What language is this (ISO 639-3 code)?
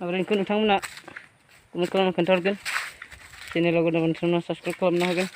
brx